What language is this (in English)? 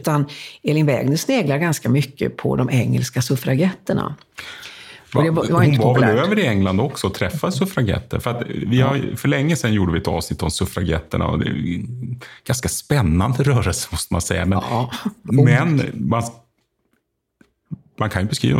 Swedish